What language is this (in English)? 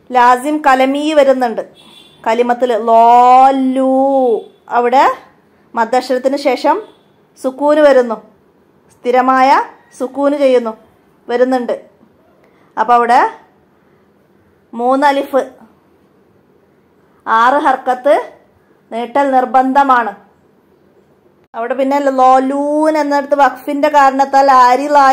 Malayalam